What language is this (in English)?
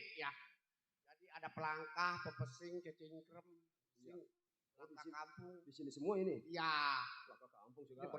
Betawi